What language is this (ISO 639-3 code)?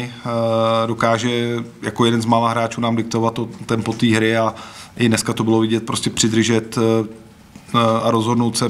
ces